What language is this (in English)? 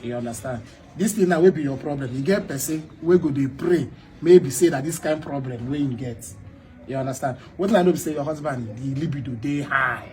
Nigerian Pidgin